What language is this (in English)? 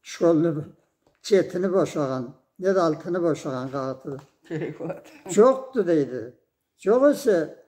Karachay-Balkar